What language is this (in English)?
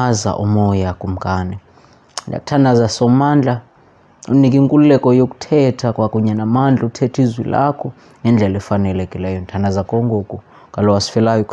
Xhosa